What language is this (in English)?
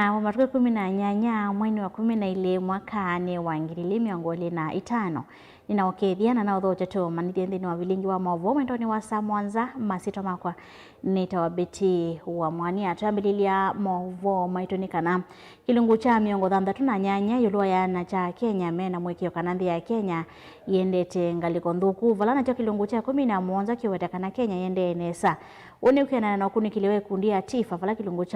Kamba